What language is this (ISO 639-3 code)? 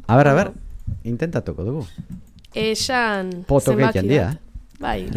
eus